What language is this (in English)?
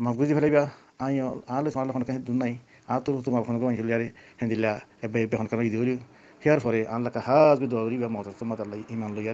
Rohingya